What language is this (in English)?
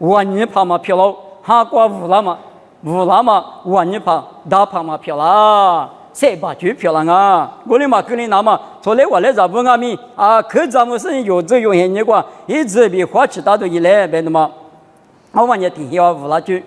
Lisu